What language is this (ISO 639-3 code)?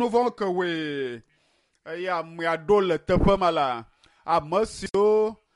ewe